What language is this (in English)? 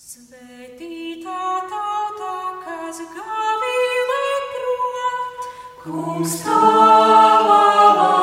Latvian